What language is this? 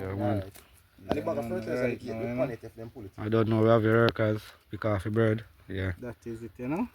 Jamaican Creole English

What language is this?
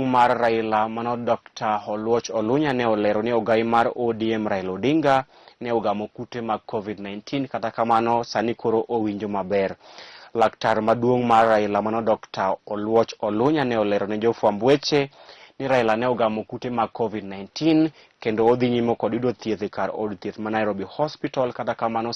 Luo (Kenya and Tanzania)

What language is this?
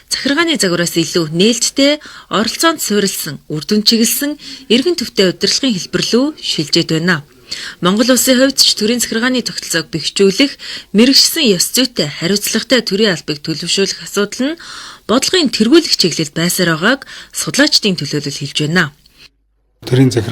Mongolian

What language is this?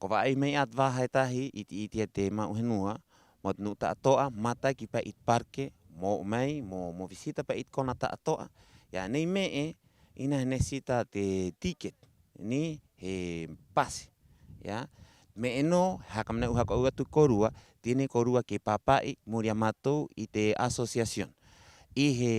Rapanui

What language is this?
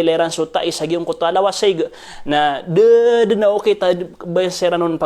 Maranao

